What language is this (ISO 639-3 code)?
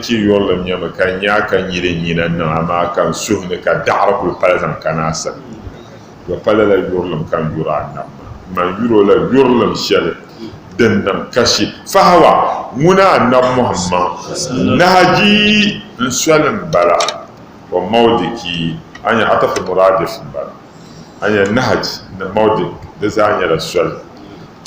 dag